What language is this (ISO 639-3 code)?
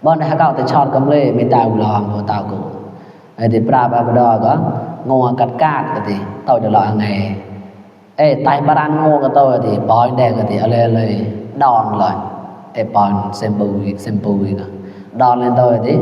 mnw